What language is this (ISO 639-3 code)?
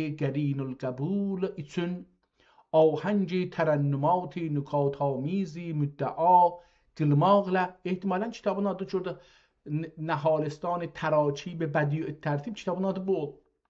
azb